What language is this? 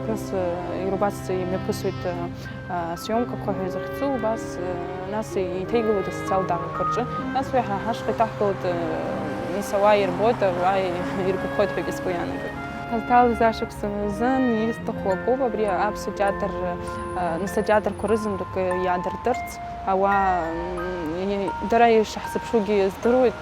Abkhazian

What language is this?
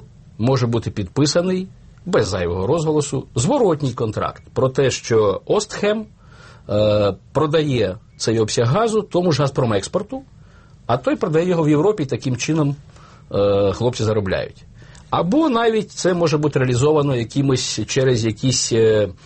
Ukrainian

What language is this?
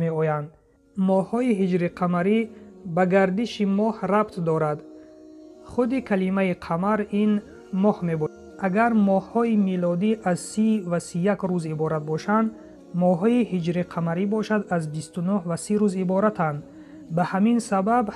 Tajik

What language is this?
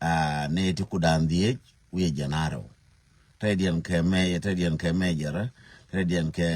Nuer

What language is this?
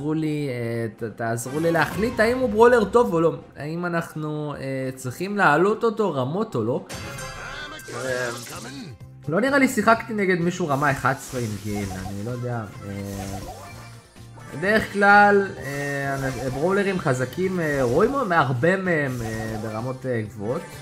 Hebrew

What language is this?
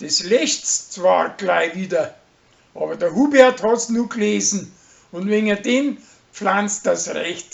Bavarian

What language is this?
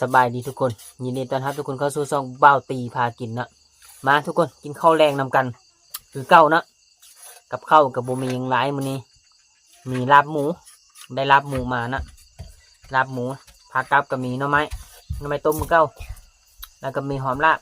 Northeastern Thai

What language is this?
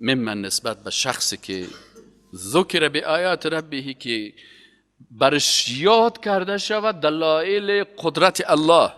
Persian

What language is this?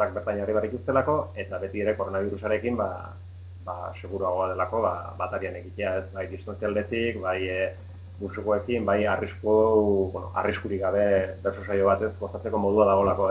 Basque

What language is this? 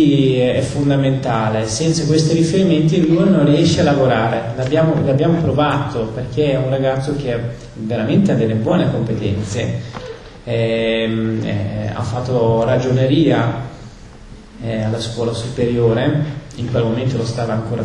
Italian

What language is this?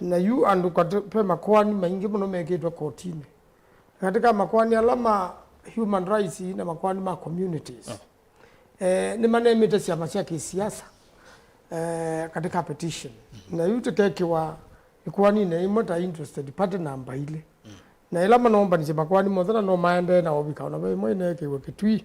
Kamba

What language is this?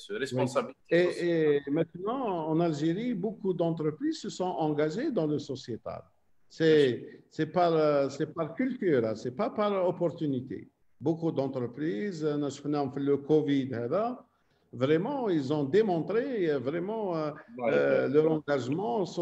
French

